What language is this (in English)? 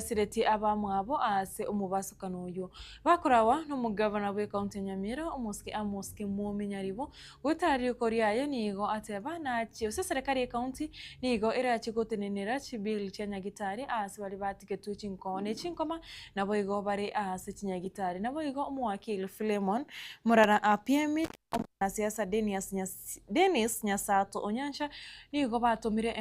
Gusii